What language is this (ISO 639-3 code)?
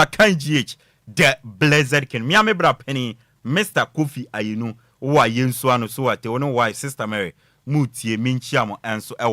aka